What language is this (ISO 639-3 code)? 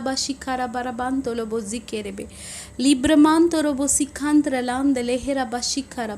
kok